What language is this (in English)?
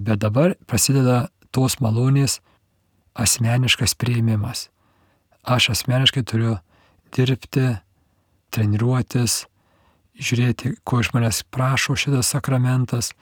Lithuanian